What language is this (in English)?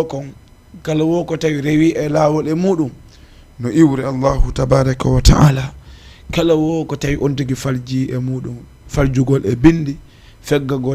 Fula